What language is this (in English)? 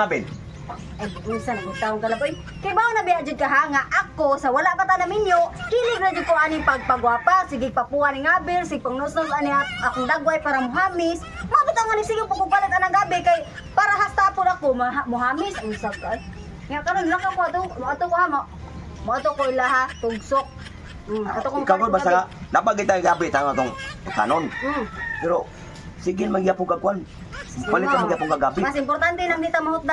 Cebuano